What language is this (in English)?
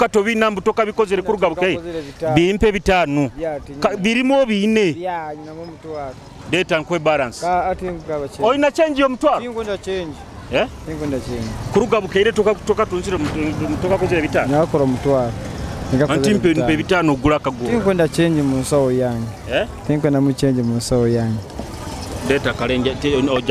Nyoro